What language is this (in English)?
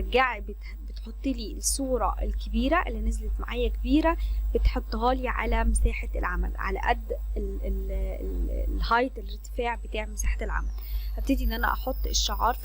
Egyptian Arabic